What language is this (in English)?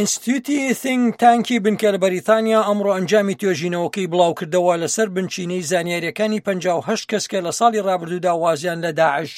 Central Kurdish